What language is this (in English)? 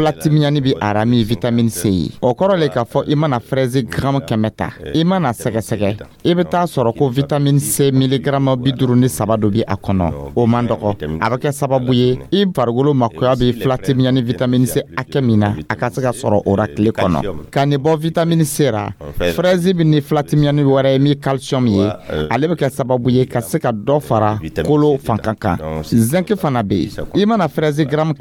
Dyula